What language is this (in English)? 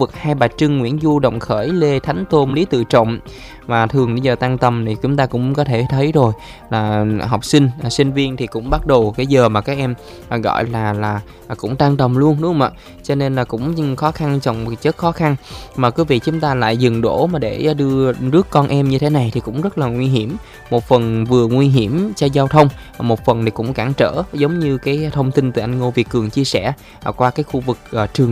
Vietnamese